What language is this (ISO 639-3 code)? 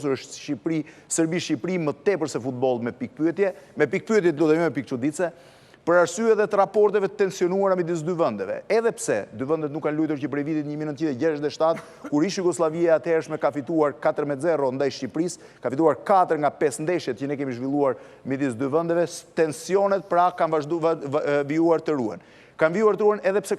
sqi